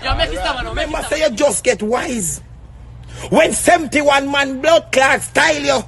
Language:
Jamaican Creole English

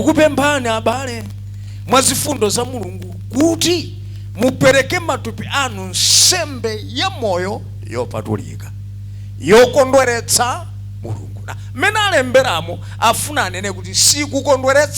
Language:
Nyanja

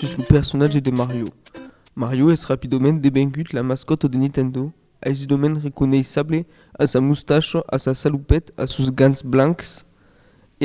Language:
Occitan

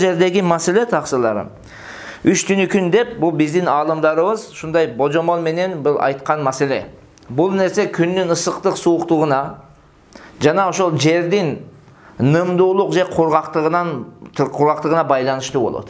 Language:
Kyrgyz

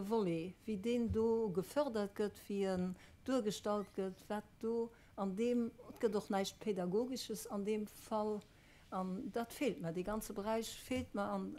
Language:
Luxembourgish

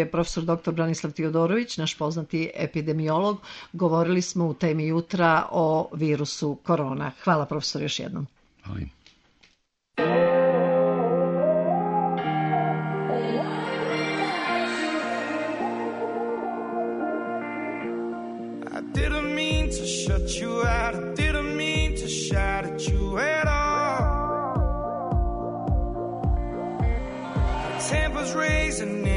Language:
Serbian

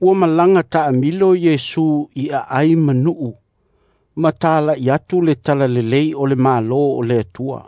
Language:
Samoan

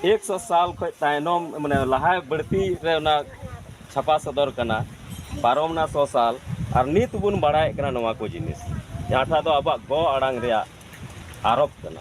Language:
Santali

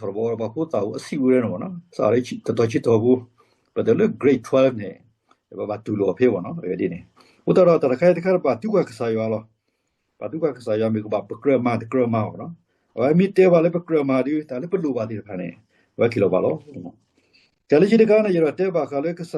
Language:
S'gaw Karen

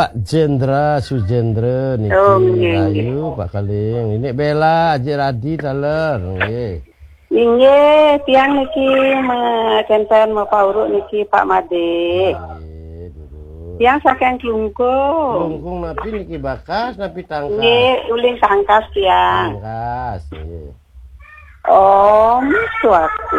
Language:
Balinese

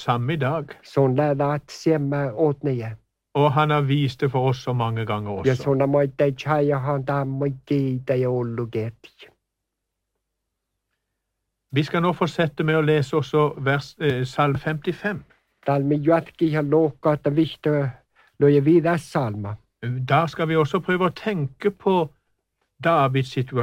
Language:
Norwegian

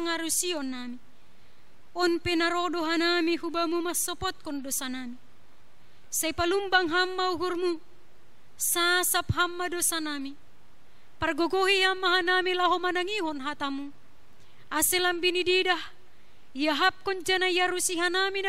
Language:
Batak Simalungun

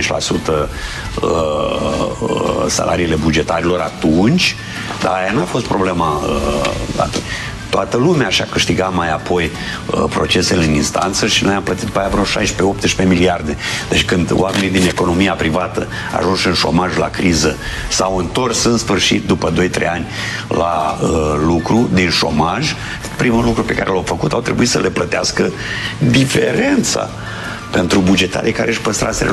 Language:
Romanian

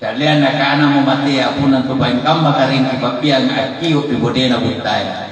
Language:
Makasar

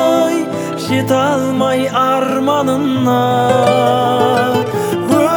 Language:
Kazakh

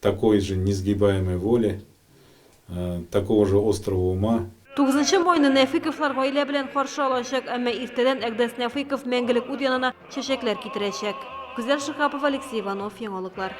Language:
Tatar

